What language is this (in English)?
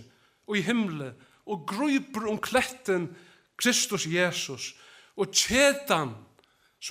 Faroese